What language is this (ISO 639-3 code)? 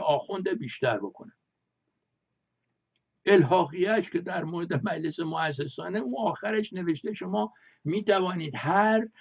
fas